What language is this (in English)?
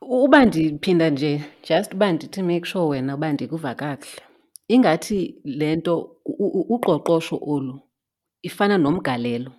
Xhosa